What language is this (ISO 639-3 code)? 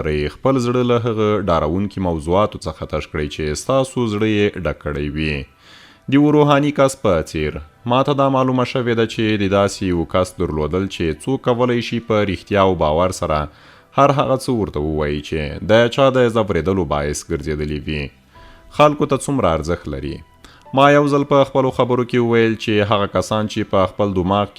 pus